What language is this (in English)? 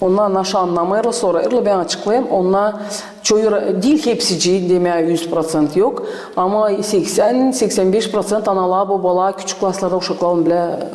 Gagauz